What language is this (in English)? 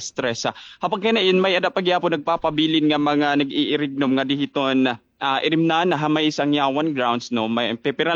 Waray